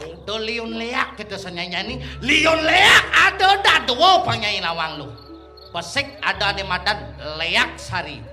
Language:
Balinese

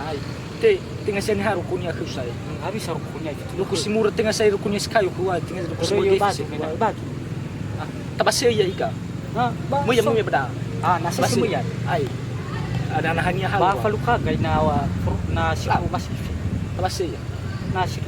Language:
Nias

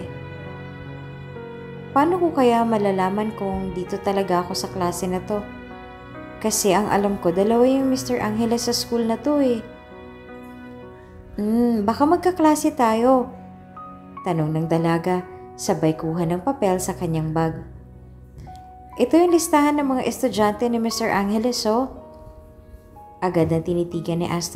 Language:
Filipino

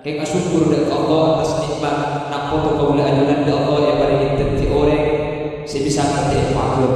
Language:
Madurese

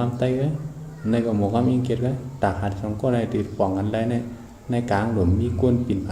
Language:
Shan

